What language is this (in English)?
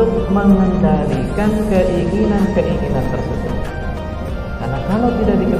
Indonesian